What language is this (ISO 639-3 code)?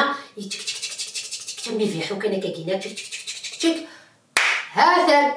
kab